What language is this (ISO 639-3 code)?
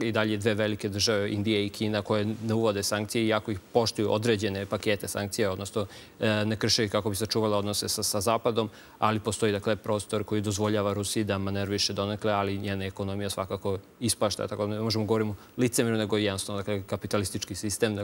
srp